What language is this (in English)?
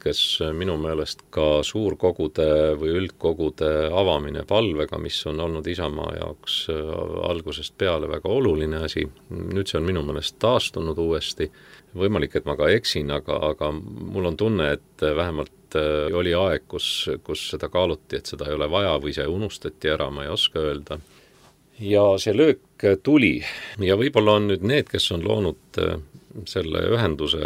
Estonian